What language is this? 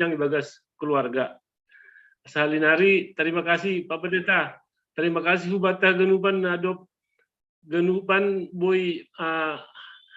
Batak Simalungun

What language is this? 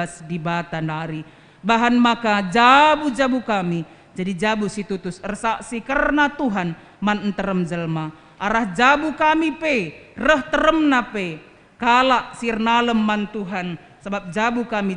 Batak Karo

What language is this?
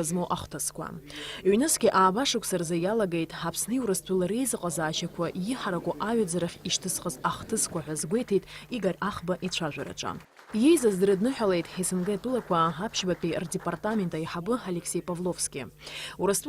Abkhazian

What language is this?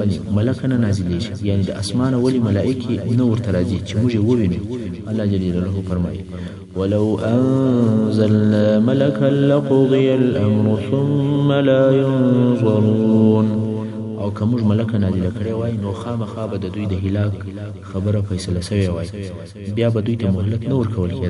Pashto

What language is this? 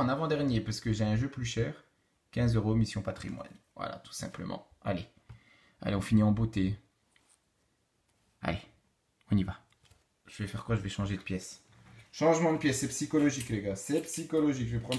French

